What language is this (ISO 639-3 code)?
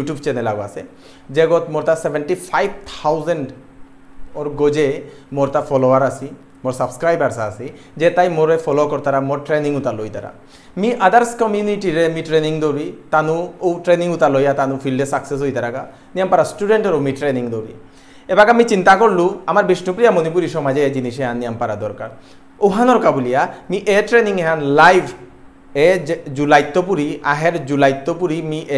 bpy